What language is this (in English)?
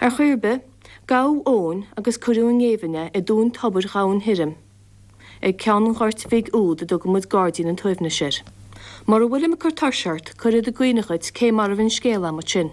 Irish